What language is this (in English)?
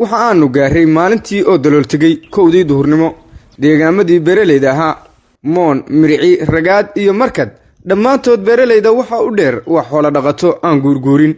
Somali